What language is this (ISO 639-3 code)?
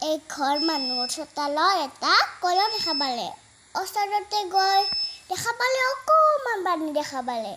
asm